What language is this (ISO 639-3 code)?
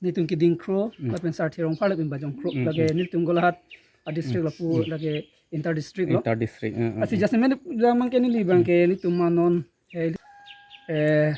mjw